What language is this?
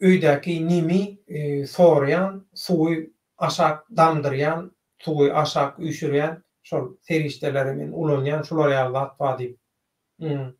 Turkmen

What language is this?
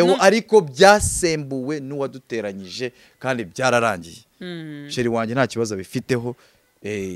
Kinyarwanda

